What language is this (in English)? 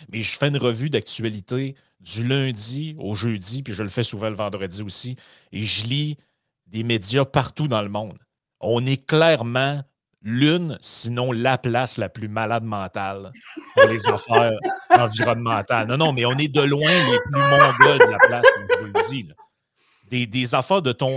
French